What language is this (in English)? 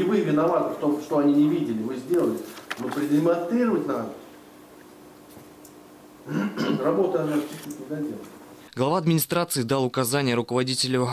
Russian